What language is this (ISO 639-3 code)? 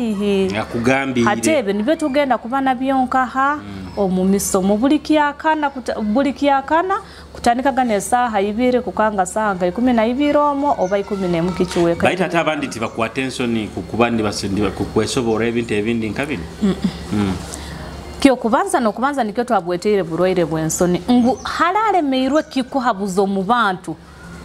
nyo